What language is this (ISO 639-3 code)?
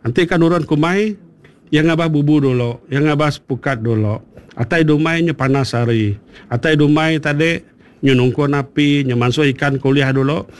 iba